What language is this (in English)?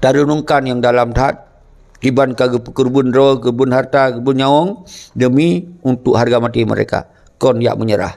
Achinese